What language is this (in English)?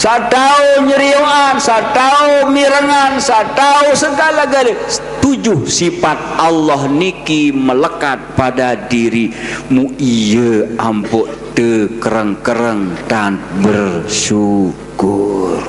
Sasak